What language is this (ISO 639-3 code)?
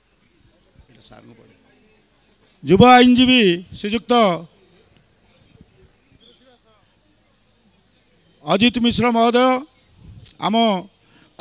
ori